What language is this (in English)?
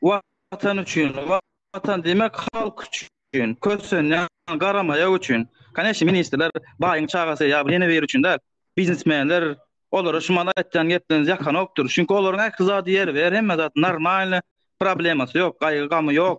Turkmen